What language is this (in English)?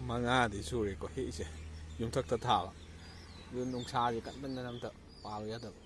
Manipuri